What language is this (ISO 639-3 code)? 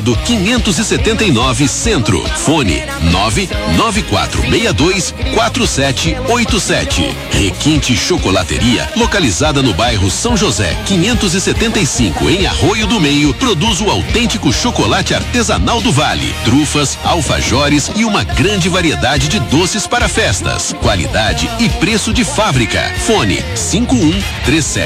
por